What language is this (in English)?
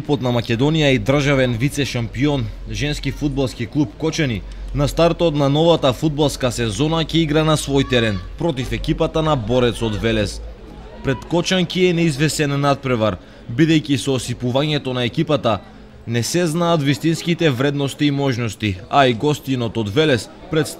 Macedonian